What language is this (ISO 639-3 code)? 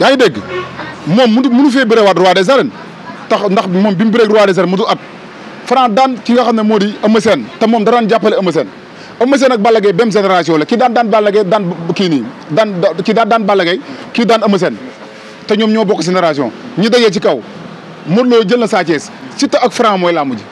wol